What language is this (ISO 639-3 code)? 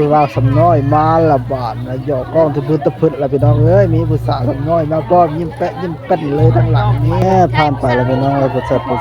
tts